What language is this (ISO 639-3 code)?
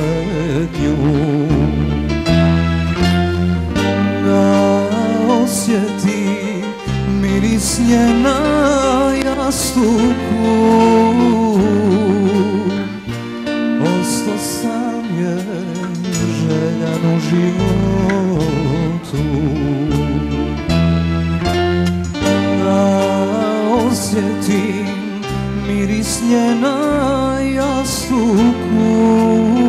srp